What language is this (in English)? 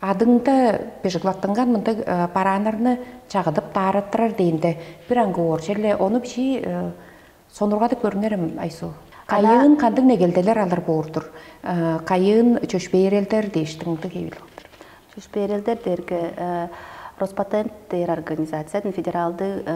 Tuvinian